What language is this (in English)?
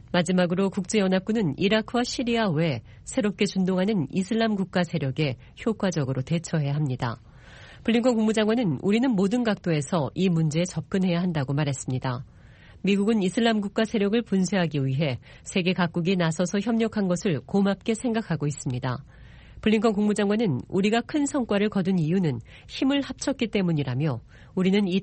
Korean